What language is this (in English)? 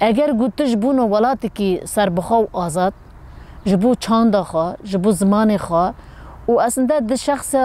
Kurdish